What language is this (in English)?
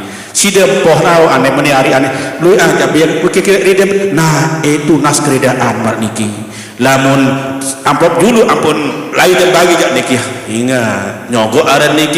Sasak